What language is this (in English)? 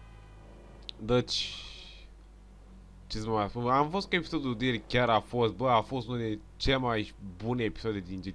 Romanian